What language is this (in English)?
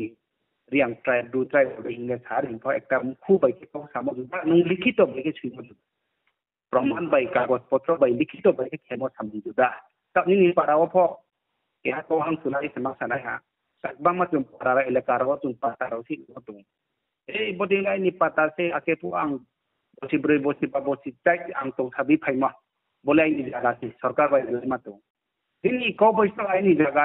Riang (India)